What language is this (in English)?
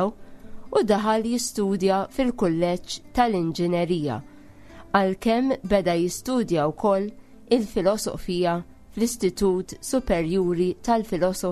Maltese